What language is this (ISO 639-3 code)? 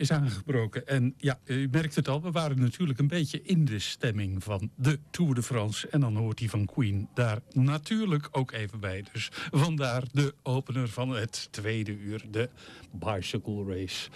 nld